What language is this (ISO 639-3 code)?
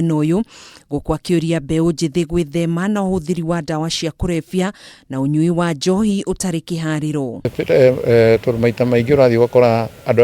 kik